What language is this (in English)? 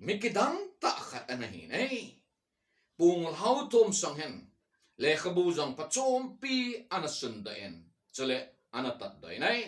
Thado Chin